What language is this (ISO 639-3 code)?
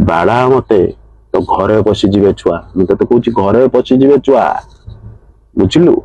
ori